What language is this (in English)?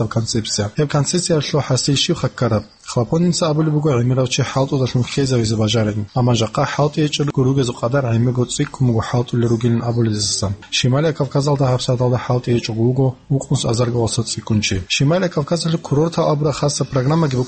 Avaric